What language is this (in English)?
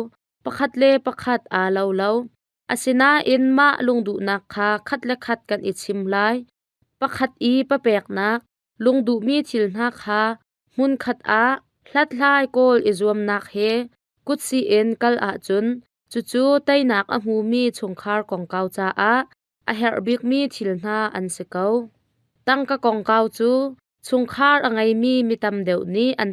Hakha Chin